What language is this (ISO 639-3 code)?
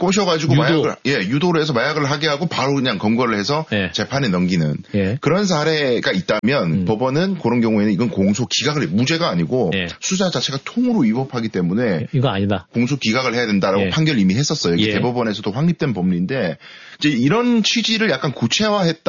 kor